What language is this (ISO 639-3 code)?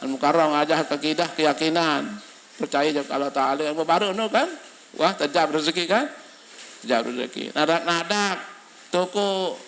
sas